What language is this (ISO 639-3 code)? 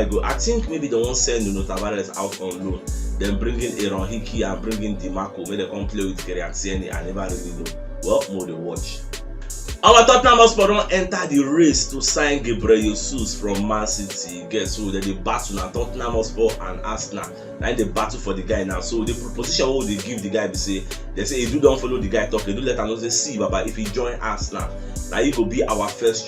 pcm